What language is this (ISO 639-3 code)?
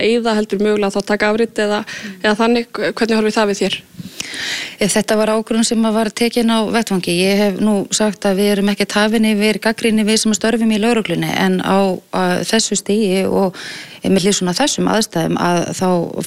isl